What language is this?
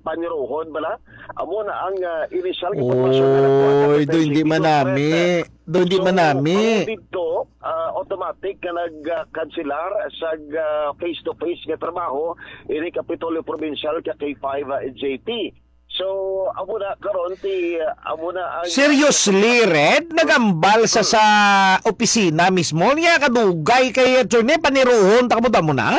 Hiligaynon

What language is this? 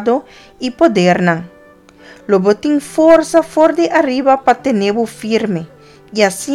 Papiamento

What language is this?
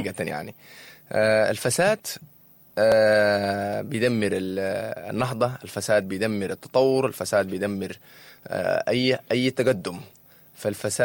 Sudanese Arabic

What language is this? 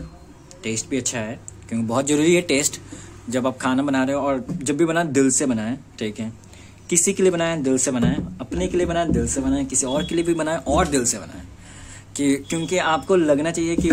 Hindi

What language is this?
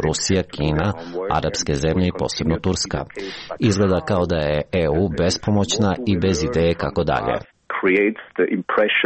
Croatian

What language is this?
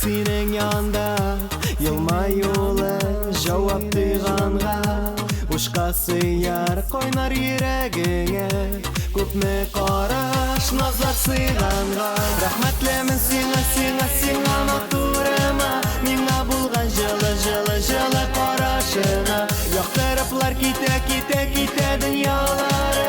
Tatar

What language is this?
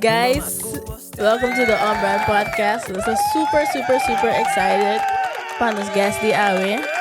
Papiamento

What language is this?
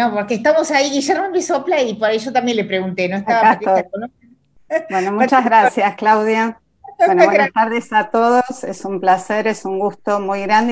Spanish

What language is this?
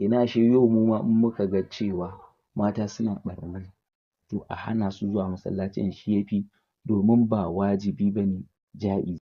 Hausa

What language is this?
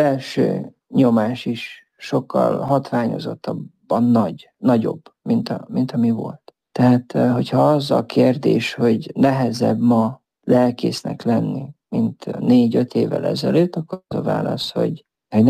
Hungarian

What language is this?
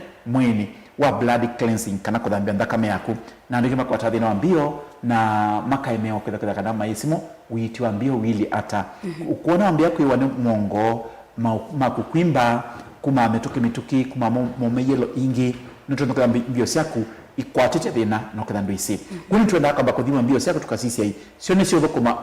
Kamba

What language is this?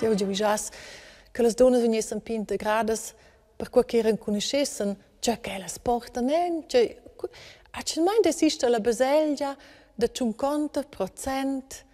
Romansh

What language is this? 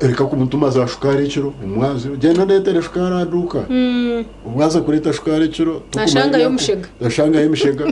Nyankole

